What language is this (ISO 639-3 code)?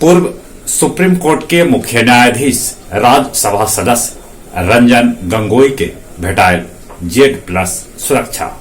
mag